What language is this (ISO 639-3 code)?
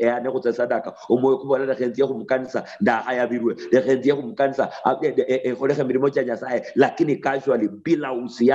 luy